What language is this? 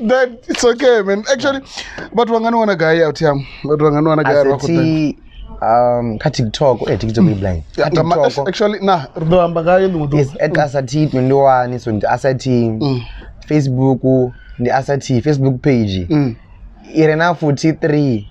Venda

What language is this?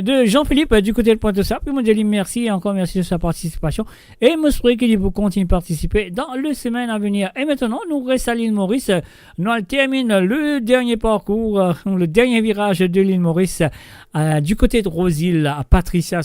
Morisyen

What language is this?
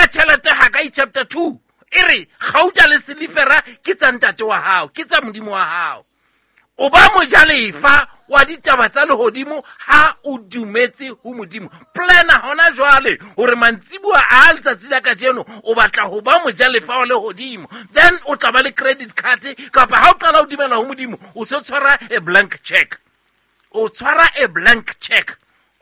Southern Sotho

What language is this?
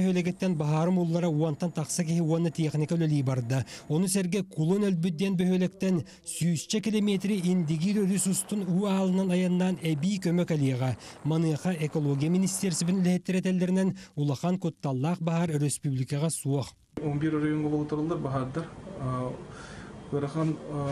Yakut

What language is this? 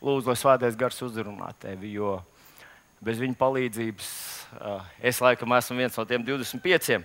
Latvian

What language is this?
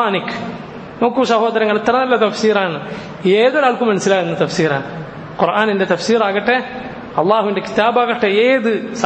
Malayalam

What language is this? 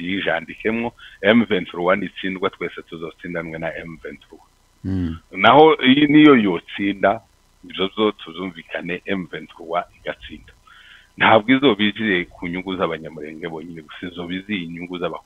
Kinyarwanda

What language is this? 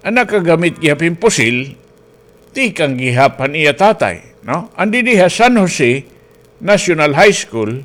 Waray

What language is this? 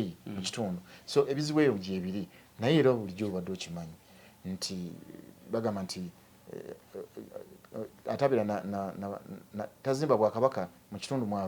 Ganda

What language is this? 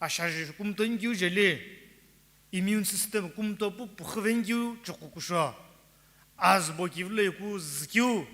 Sumi Naga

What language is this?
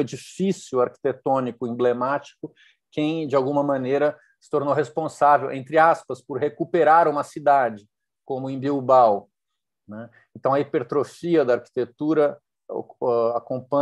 Portuguese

